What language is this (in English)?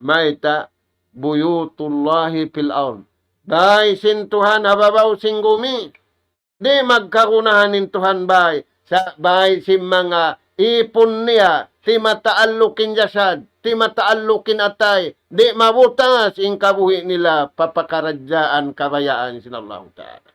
Tausug